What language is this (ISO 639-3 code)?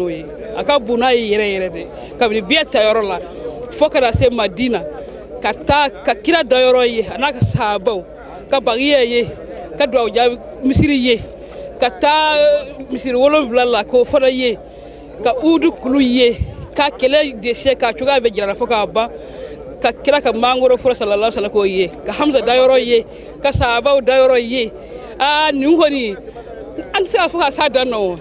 bam